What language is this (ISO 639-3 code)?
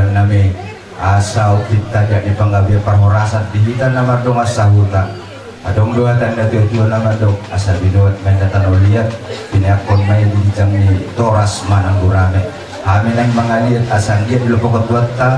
bbc